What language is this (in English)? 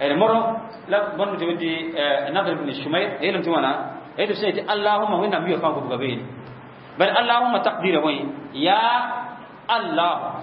Mossi